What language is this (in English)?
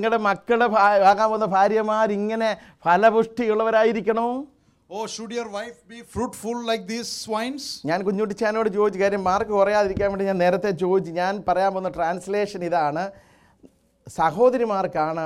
Malayalam